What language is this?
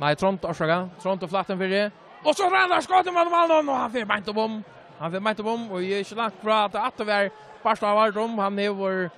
Faroese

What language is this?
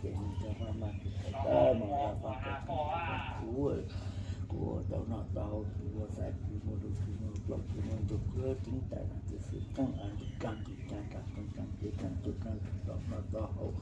Hmong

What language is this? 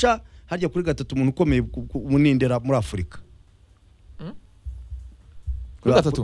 Kinyarwanda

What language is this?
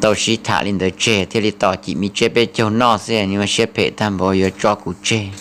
Hmong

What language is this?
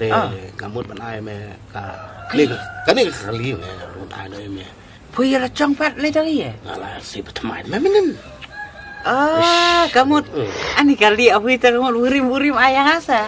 Khasi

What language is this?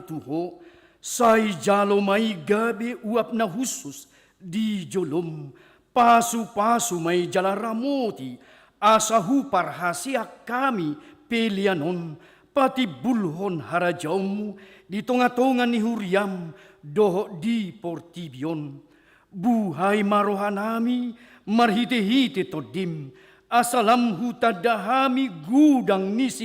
Batak Toba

